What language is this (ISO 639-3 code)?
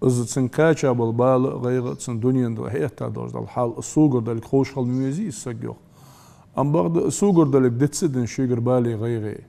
inh